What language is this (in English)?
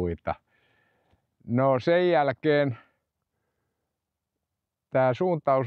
Finnish